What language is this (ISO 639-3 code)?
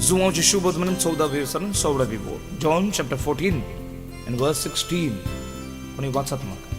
kok